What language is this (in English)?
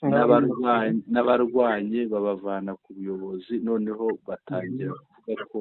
Kinyarwanda